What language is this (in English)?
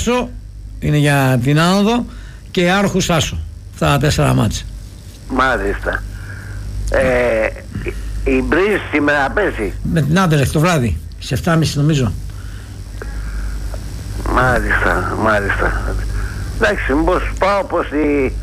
Greek